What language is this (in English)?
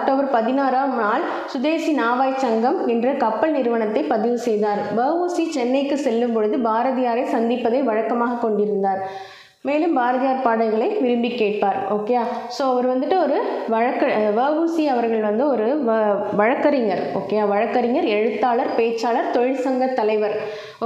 Tamil